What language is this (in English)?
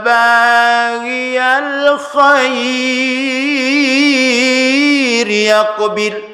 Buginese